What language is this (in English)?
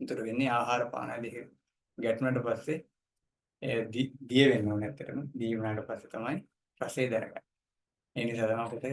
Sinhala